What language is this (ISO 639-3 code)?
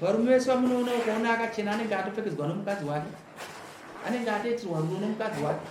sna